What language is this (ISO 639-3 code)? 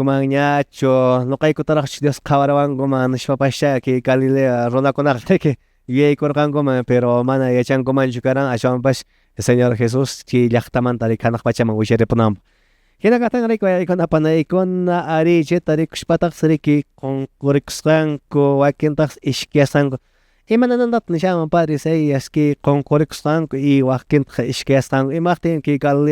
que